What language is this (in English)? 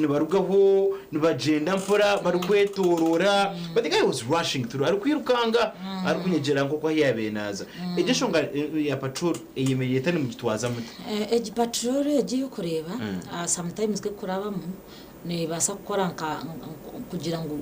Nyankole